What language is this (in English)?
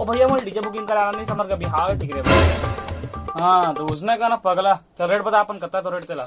Chhattisgarhi